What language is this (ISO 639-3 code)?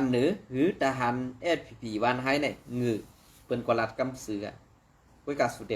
shn